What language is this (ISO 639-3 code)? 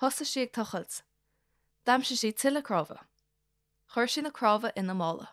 gle